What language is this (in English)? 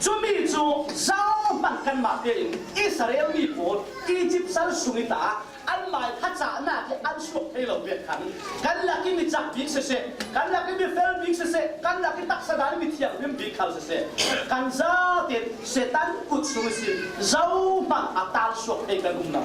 Falam Chin